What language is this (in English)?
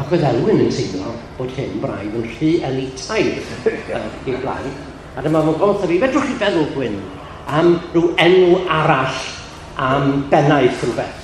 Welsh